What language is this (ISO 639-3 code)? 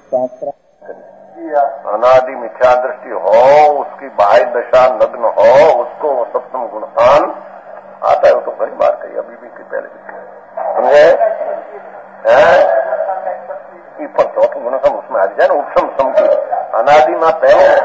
guj